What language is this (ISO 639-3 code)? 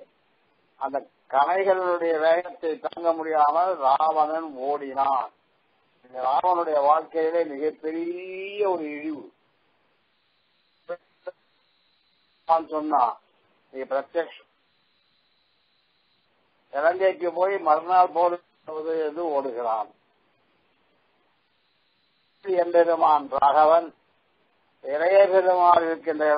tam